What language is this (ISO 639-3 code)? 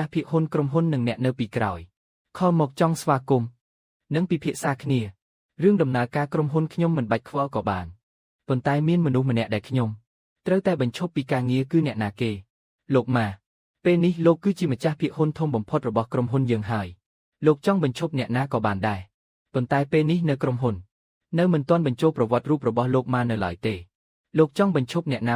khm